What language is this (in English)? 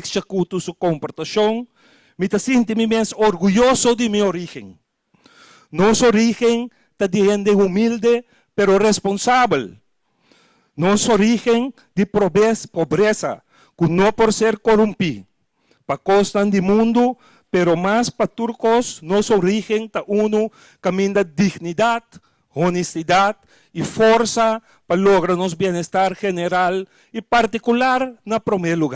Papiamento